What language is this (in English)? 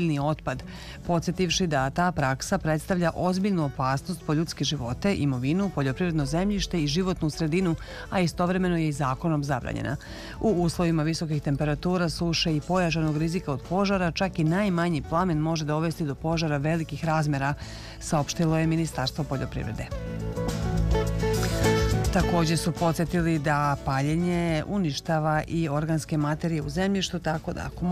Serbian